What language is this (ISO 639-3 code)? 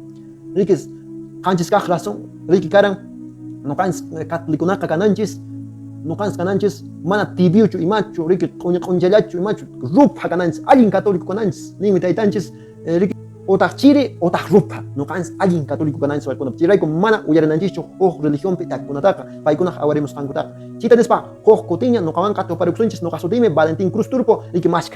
que